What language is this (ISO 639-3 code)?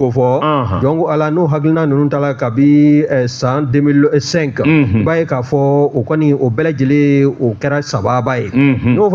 bam